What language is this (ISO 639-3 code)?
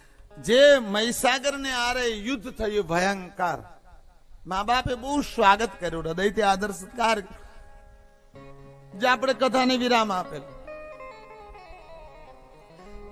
guj